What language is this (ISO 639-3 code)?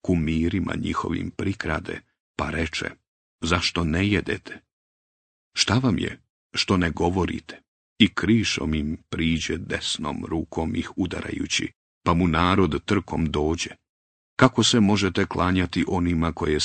bos